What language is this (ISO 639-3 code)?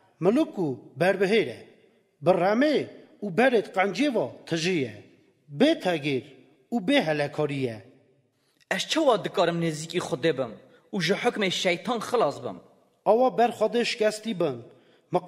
kur